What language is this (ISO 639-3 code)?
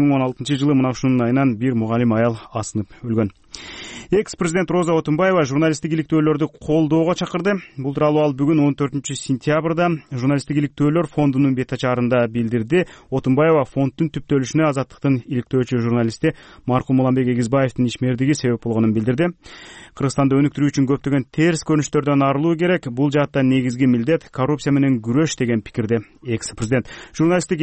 kir